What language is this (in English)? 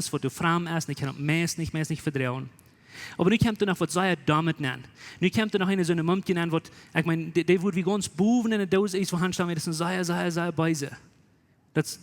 Plautdietsch